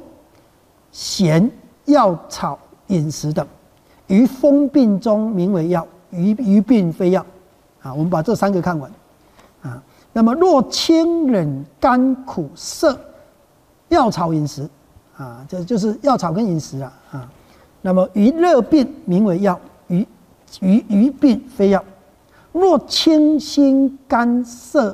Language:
Chinese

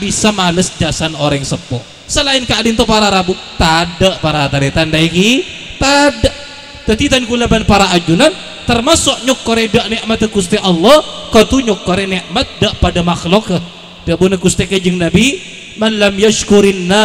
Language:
Madurese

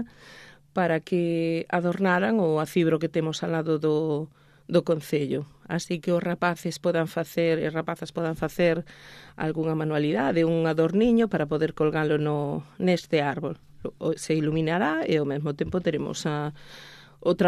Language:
Galician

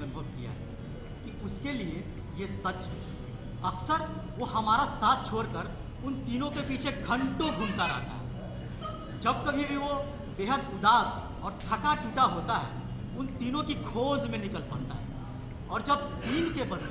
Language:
Hindi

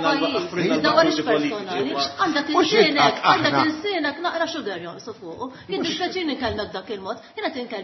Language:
Maltese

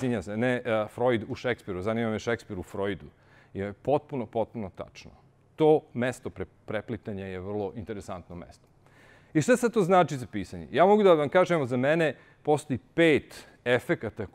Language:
Serbian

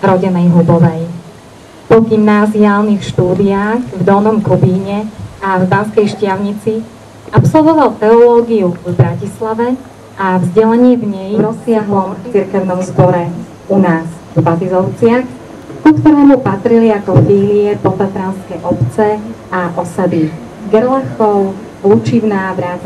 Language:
Slovak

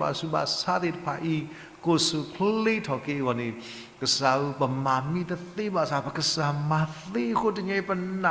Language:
S'gaw Karen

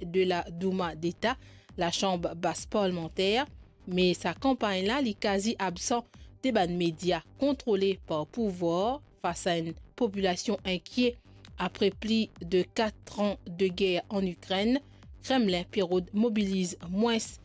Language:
Morisyen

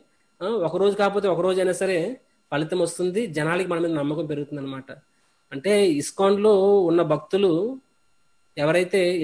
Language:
Telugu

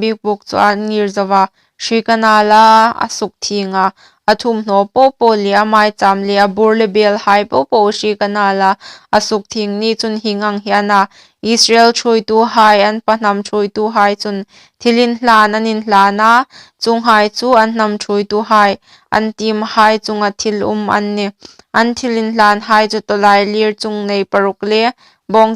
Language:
Hmar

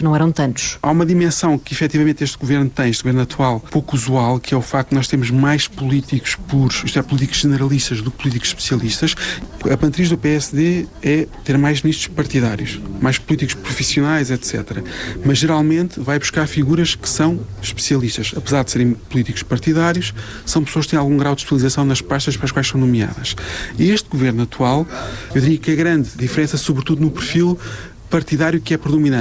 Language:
Portuguese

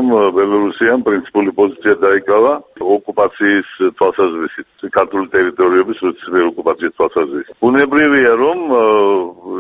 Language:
Georgian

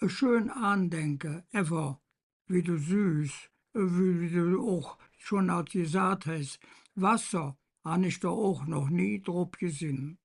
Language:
Colognian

